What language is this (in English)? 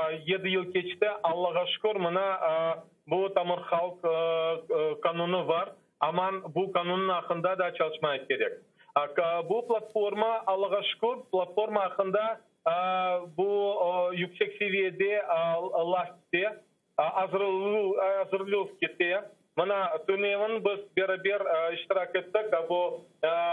Crimean Tatar